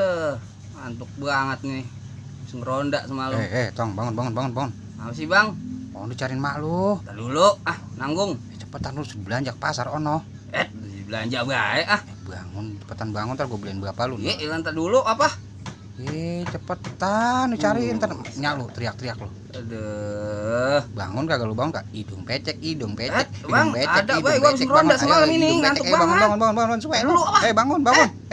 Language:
Betawi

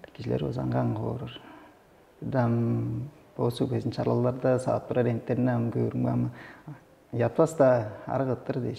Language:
Tuvinian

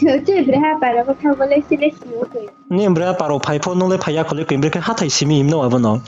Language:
Riang (India)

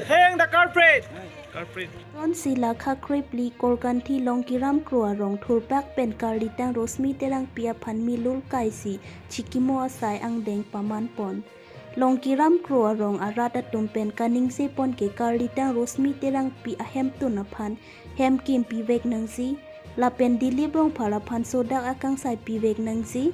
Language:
Karbi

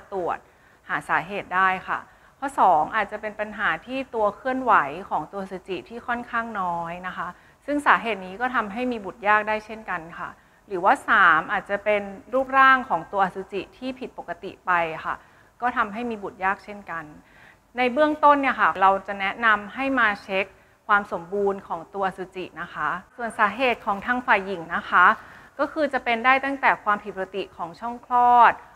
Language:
Thai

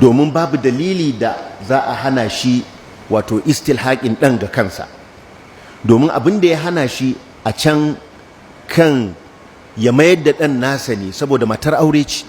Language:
Hausa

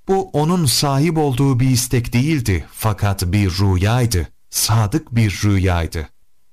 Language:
Turkish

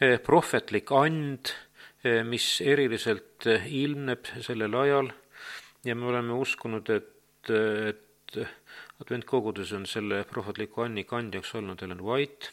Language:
Estonian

